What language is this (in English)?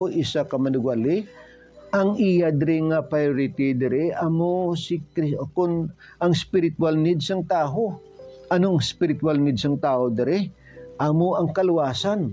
Hiligaynon